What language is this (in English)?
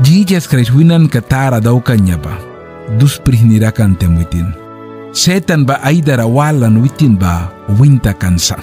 Mískito